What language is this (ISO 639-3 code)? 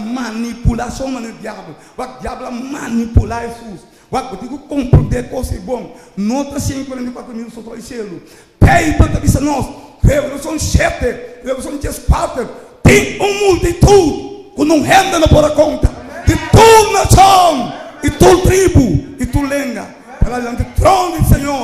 pap